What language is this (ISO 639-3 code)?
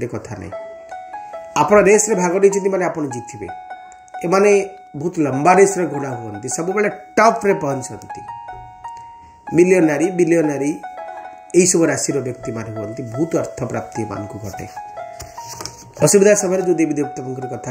ori